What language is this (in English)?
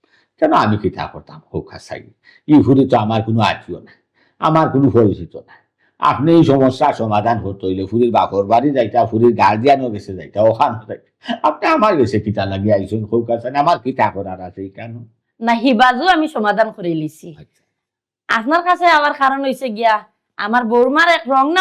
Sylheti